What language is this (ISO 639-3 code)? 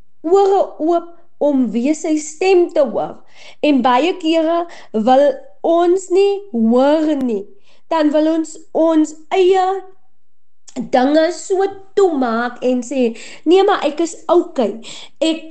afr